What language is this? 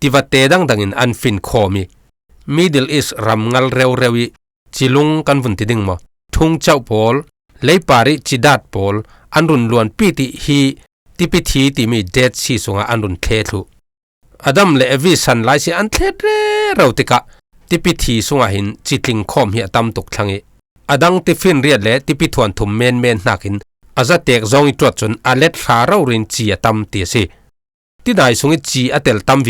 Falam Chin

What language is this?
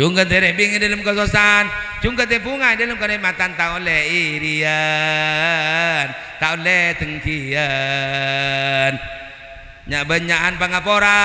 Madurese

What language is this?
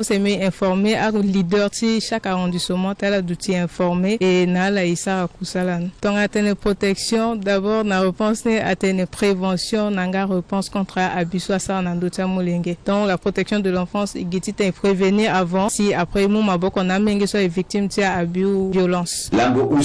Sango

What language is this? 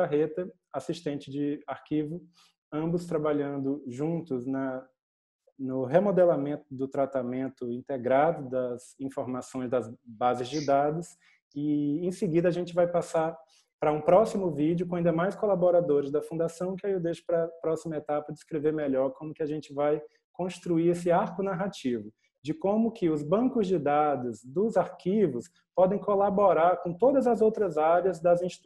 Portuguese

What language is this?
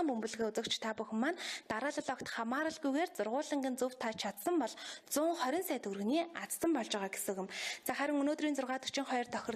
Mongolian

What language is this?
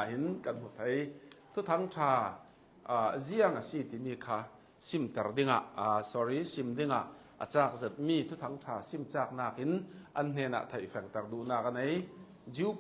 Hakha Chin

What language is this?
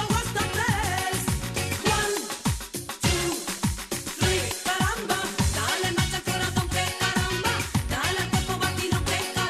Spanish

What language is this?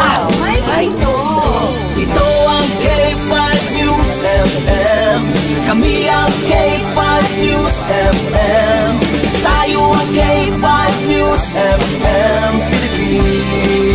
Hiligaynon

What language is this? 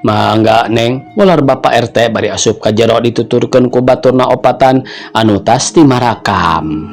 Sundanese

